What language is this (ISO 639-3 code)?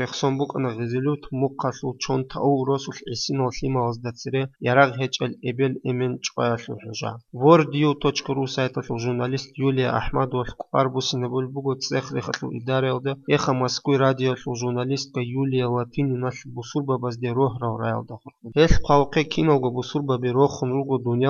ava